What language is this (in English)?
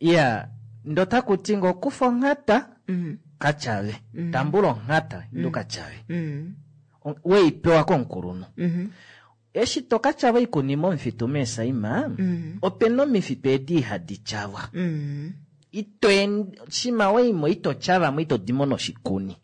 Kuanyama